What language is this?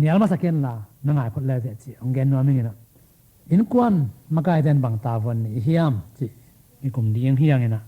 Tedim Chin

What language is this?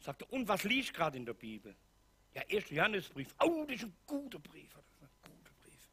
Swiss German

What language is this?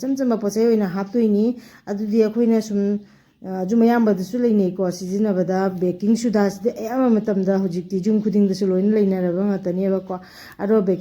Manipuri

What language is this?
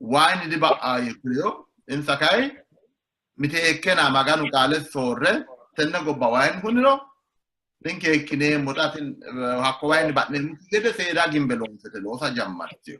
Sidamo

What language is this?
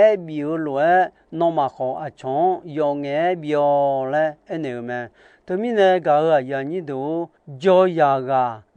Akha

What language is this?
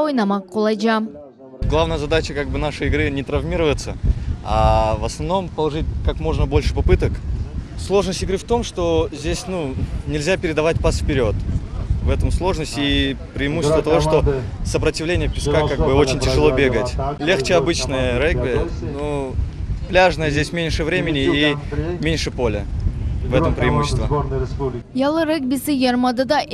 Crimean Tatar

